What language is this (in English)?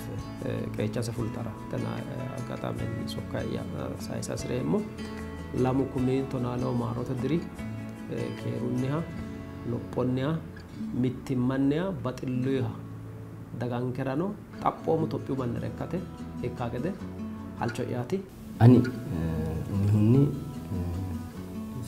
Sidamo